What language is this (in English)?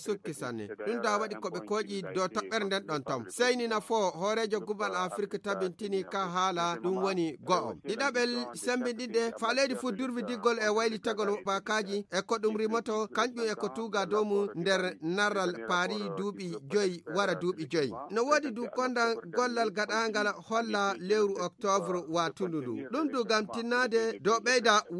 Fula